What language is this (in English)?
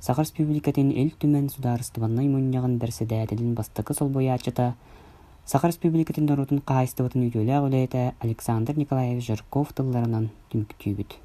Yakut